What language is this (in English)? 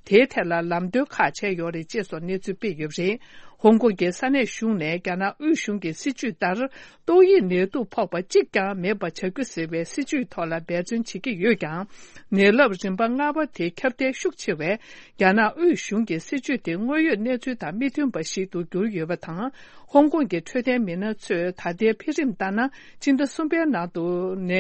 Tibetan